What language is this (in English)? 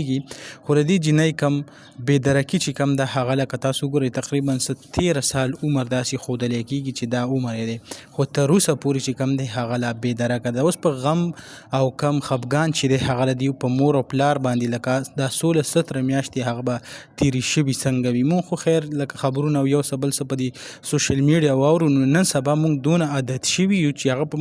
Pashto